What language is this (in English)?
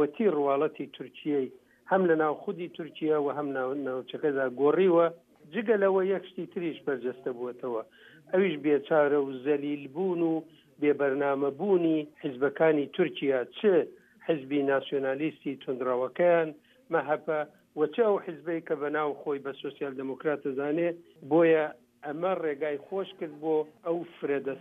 Central Kurdish